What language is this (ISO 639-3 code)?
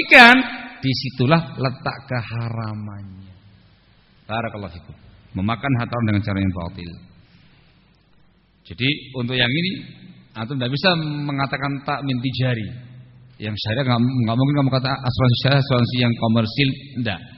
ind